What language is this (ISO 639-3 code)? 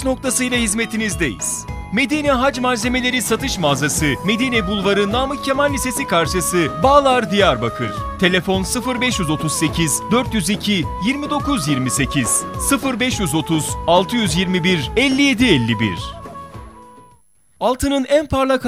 tur